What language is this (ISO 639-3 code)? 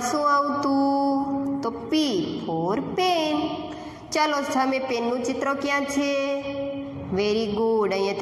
guj